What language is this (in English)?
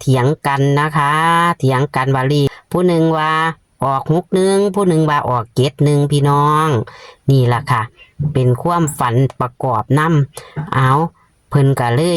Northeastern Thai